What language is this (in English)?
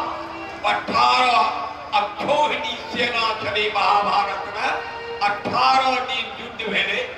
Maithili